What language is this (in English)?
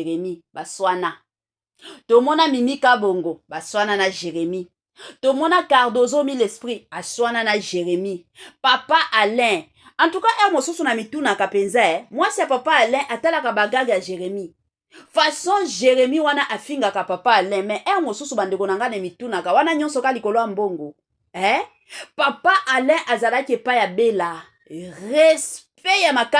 Lingala